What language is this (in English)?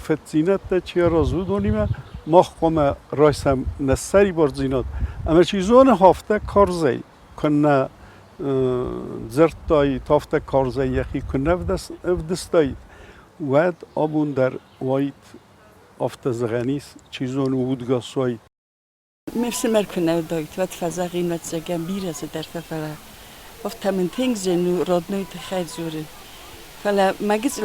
Ossetic